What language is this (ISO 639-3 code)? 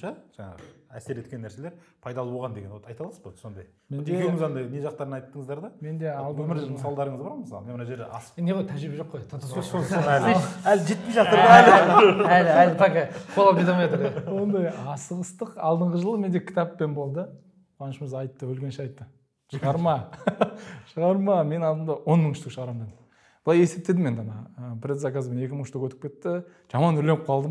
kaz